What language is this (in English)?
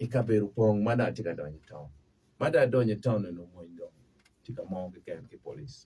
Acoli